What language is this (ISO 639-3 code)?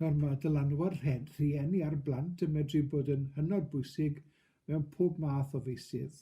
cym